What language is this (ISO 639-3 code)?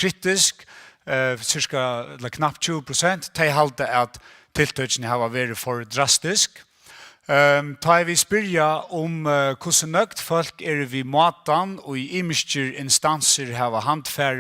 fao